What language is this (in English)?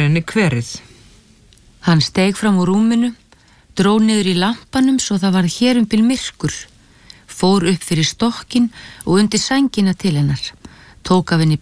Icelandic